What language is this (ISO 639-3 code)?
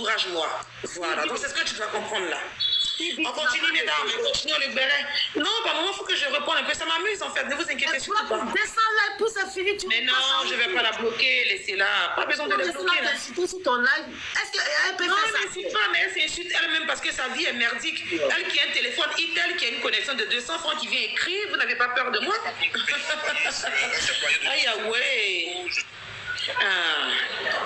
fra